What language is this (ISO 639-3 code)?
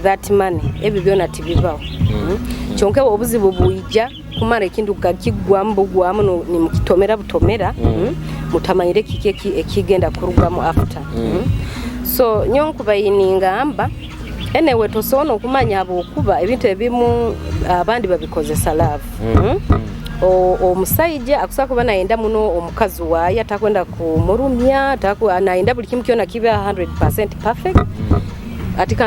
nyo